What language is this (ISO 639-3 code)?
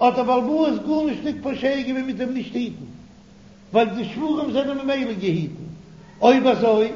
yid